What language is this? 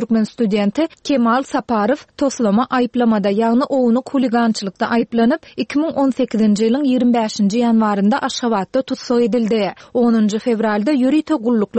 Turkmen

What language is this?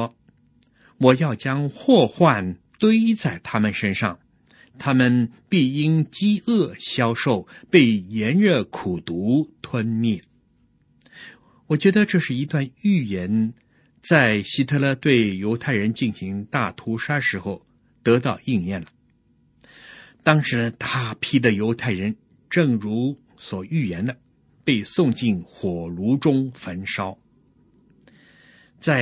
Chinese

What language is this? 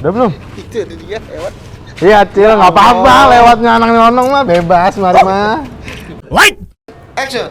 Betawi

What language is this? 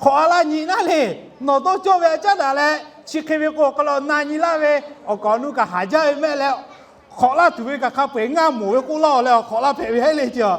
Lahu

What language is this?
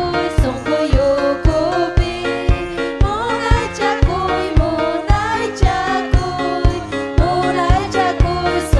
Ayacucho Quechua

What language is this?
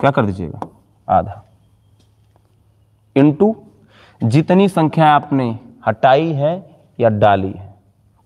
Hindi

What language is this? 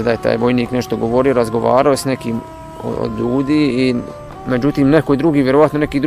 Bosnian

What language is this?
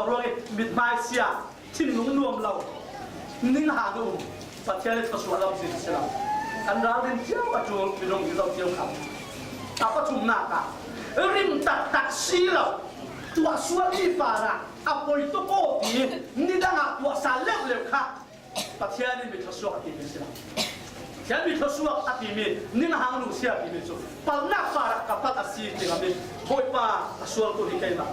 Falam Chin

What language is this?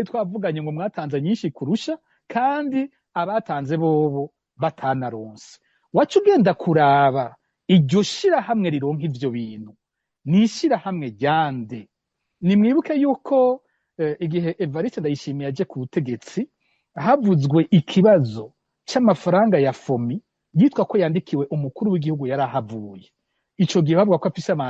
Rundi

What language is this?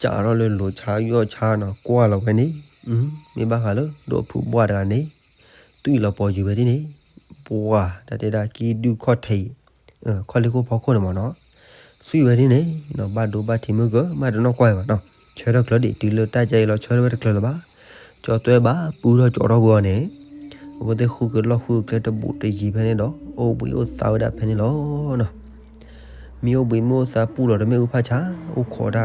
S'gaw Karen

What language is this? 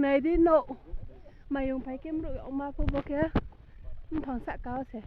Riang (India)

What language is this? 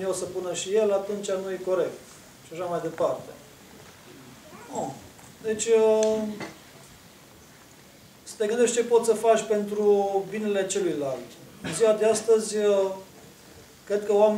Romanian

